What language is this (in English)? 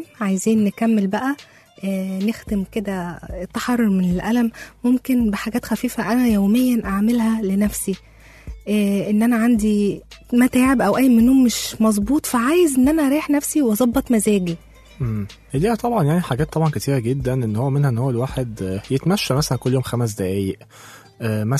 Egyptian Arabic